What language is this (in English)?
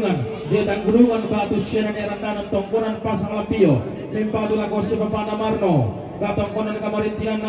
Toraja-Sa'dan